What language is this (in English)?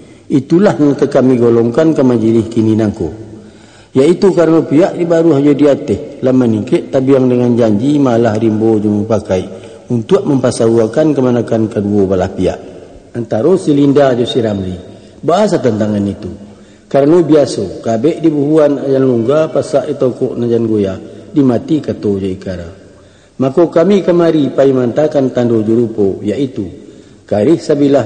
Minangkabau